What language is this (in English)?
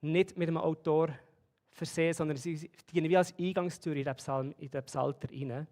Swiss German